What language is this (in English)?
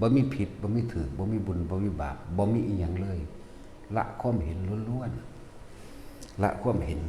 Northeastern Thai